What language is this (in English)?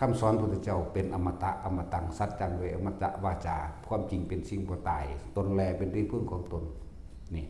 Northeastern Thai